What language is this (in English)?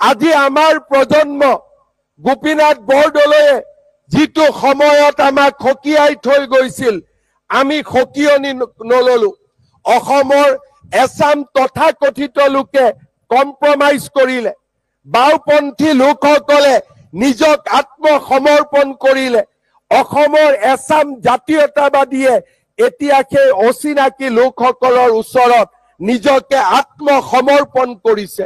Assamese